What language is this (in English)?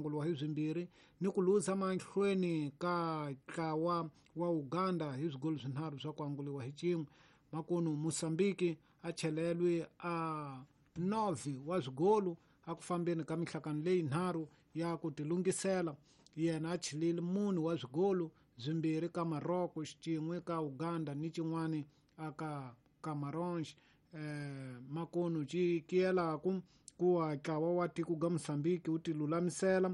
Tsonga